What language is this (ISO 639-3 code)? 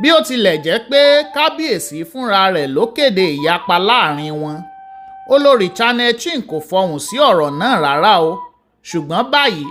yor